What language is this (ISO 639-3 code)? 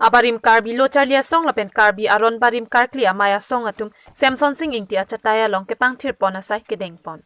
mjw